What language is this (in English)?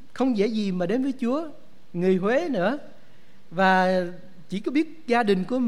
Vietnamese